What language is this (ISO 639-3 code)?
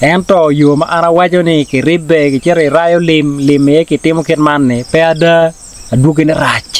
ach